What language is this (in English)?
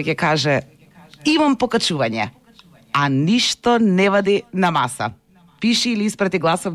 Macedonian